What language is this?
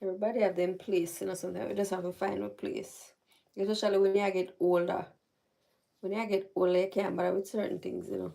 Jamaican Creole English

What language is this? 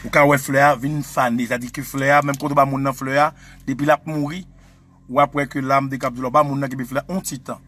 Haitian Creole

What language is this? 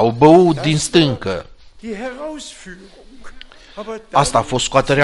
Romanian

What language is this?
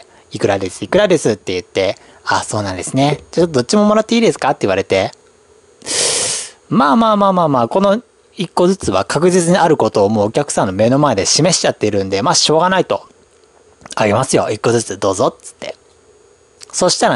Japanese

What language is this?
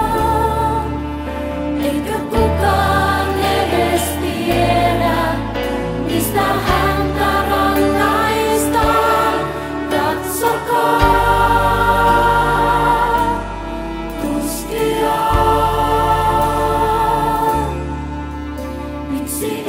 Finnish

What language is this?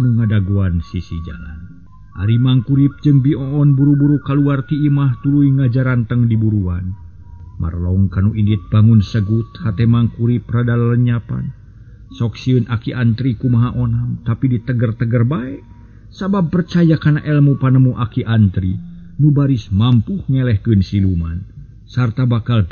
Sundanese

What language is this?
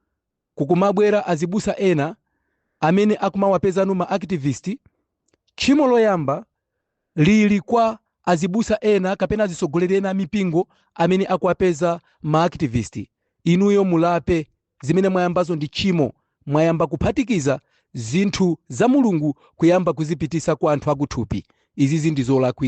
Nyanja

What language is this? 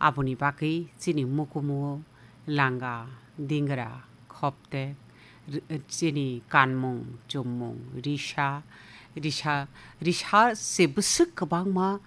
Kok Borok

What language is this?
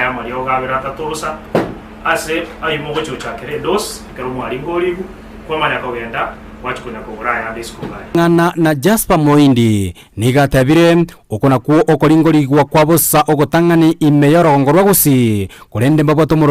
Gusii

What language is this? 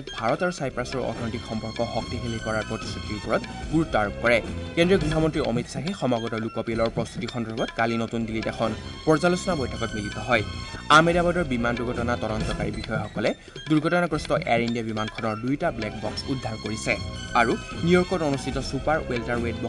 Assamese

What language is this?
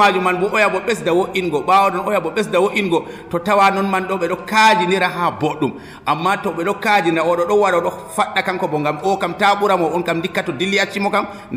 Nigerian Fulfulde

